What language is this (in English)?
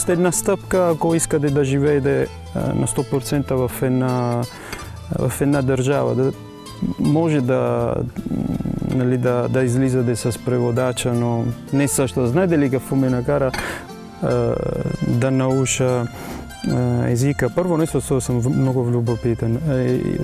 Bulgarian